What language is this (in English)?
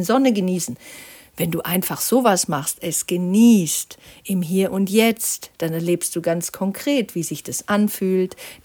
German